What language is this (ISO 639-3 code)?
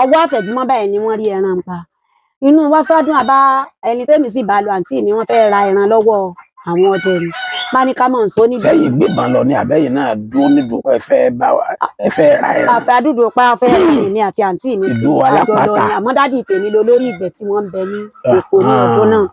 yor